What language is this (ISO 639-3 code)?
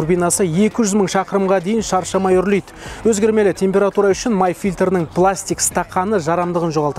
kaz